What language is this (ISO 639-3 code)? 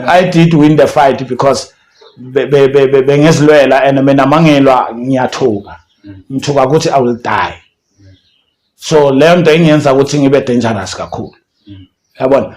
zul